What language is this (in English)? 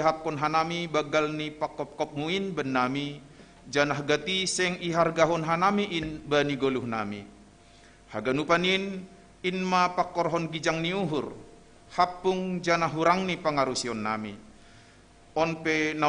Batak Simalungun